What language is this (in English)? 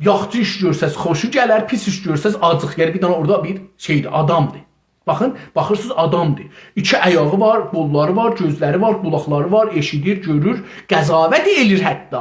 South Azerbaijani